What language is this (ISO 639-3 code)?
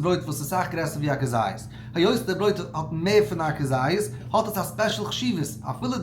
yid